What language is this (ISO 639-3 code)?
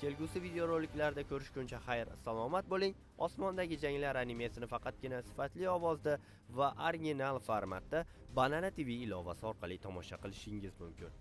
uzb